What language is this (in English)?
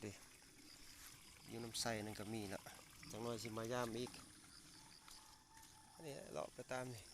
Lao